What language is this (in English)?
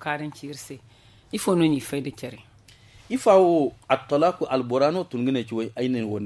Zarma